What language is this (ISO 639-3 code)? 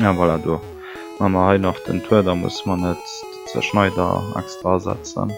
ltz